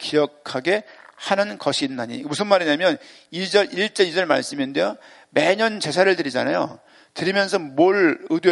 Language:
Korean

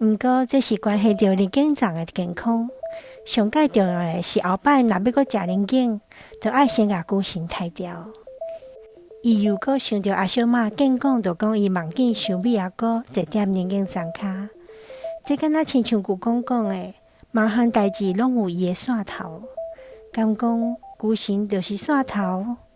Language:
Min Nan Chinese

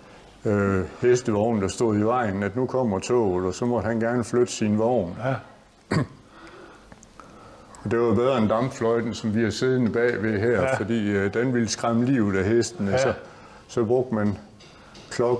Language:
Danish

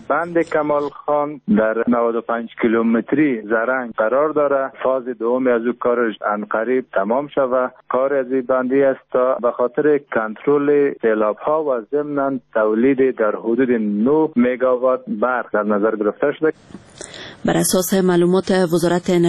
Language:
Persian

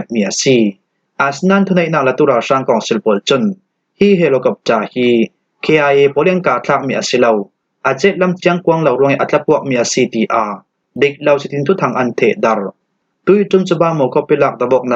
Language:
Falam Chin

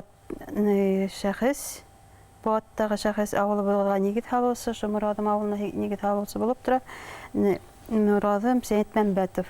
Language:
Bashkir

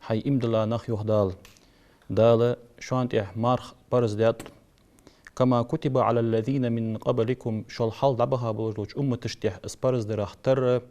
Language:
Ingush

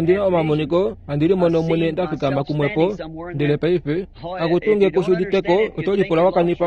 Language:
Kuanyama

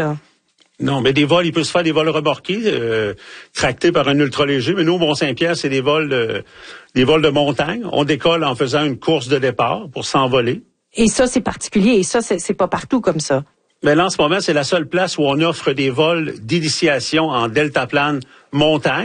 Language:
French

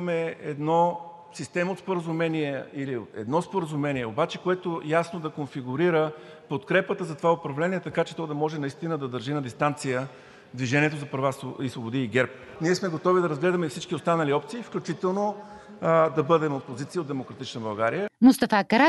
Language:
Bulgarian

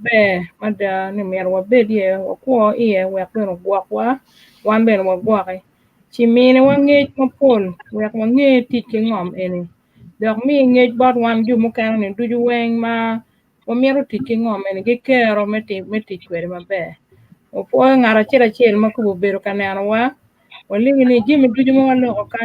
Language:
Acoli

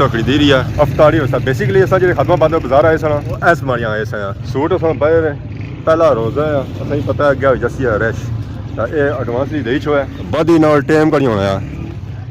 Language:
Pahari-Potwari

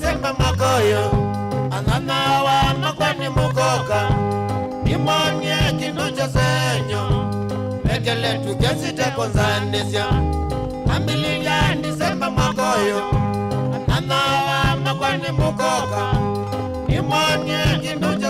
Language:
Kamba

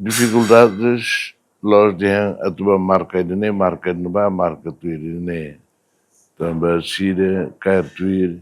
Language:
Tetum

